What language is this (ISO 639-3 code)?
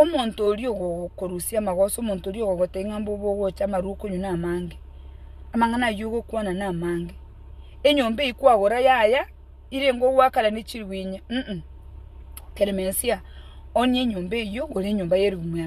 guz